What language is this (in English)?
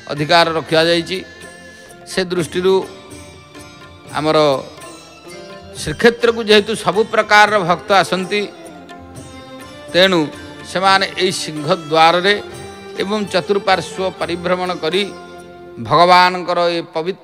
Odia